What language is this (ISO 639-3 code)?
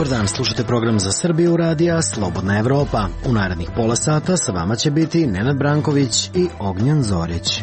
srp